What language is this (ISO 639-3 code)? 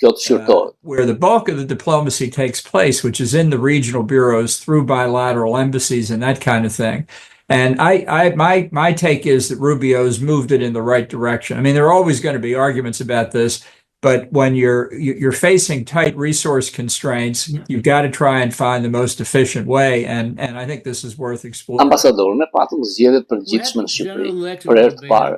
sqi